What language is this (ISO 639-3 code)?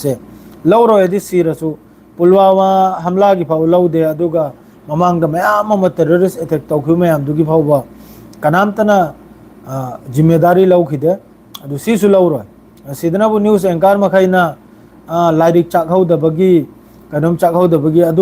mni